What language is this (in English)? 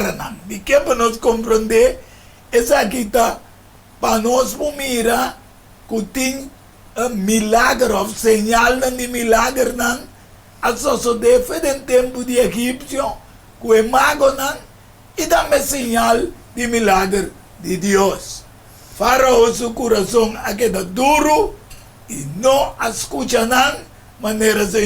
Papiamento